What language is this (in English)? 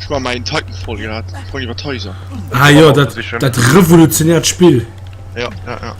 Luxembourgish